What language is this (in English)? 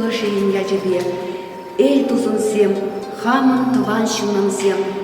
Chuvash